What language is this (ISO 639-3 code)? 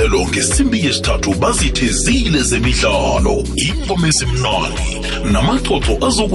nbl